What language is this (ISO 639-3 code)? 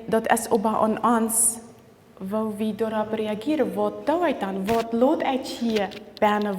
pdt